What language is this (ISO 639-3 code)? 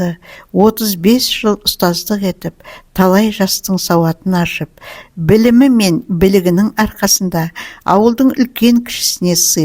kaz